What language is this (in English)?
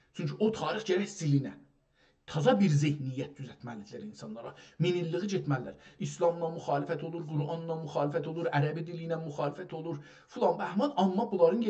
South Azerbaijani